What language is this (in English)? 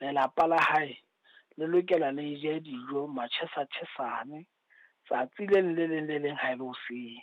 Southern Sotho